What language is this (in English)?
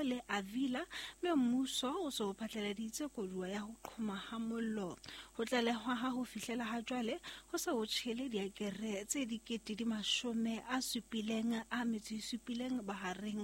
Southern Sotho